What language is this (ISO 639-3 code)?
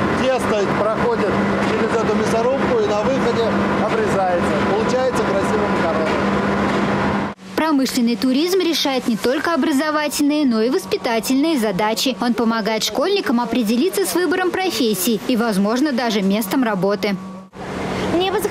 rus